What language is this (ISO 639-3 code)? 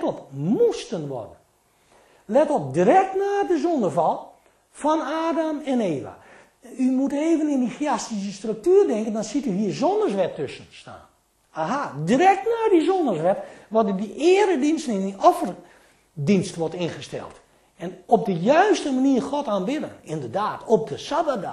nld